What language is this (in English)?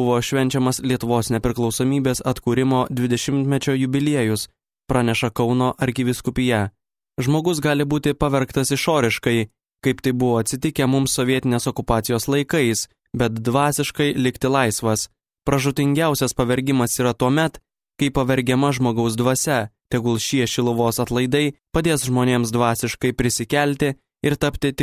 Lithuanian